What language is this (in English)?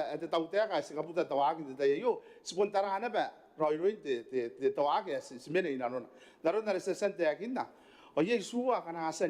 Gilbertese